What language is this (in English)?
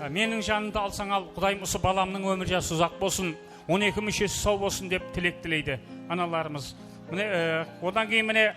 Kara-Kalpak